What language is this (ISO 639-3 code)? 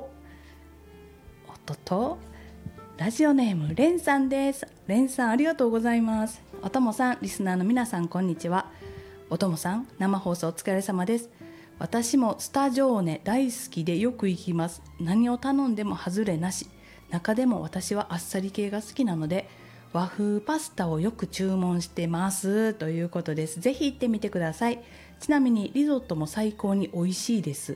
jpn